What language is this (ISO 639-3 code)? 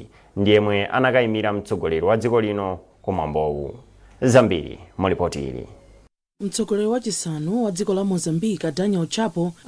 nya